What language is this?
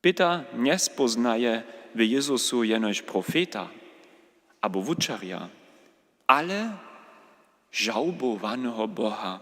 Upper Sorbian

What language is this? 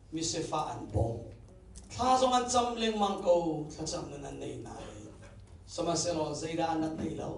Hakha Chin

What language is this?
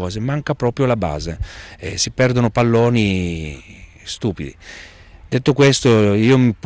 Italian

